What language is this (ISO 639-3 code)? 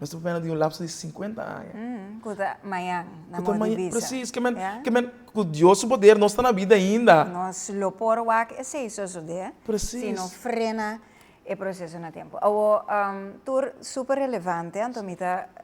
pap